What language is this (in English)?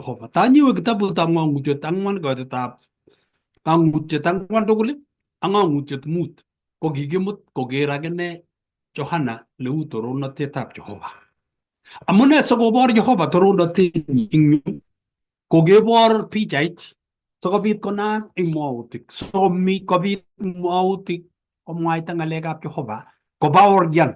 Kalenjin